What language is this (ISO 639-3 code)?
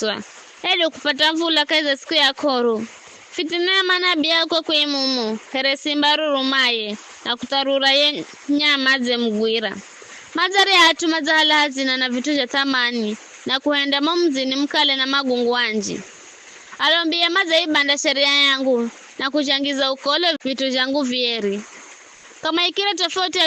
nyf